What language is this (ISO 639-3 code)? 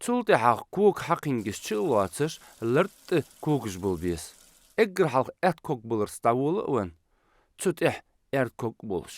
inh